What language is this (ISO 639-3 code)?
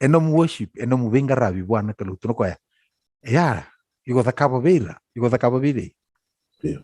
fij